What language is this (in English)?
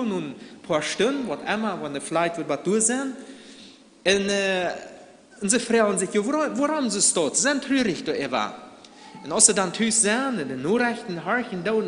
Plautdietsch